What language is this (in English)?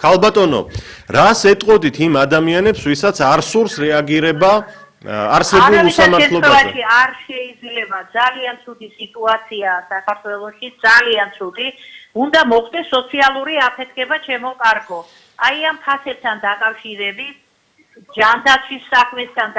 Georgian